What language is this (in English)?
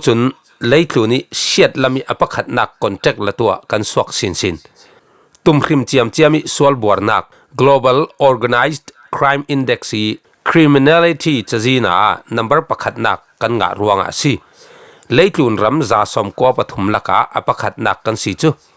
Falam Chin